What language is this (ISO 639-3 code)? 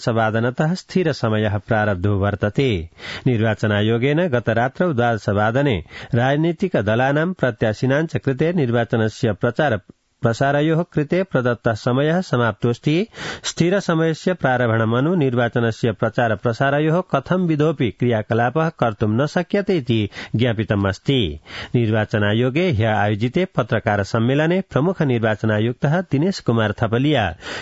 san